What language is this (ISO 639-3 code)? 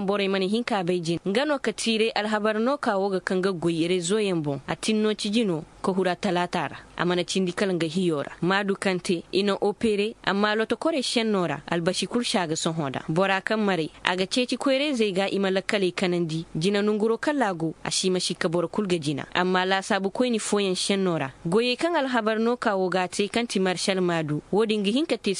ses